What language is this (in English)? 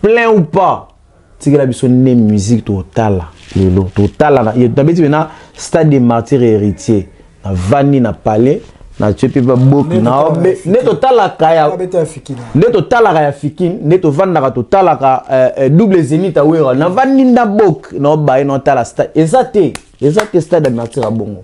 Lingala